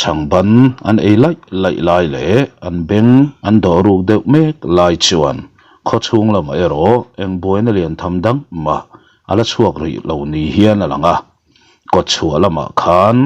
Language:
Mizo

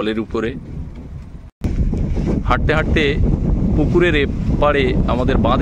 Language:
Bangla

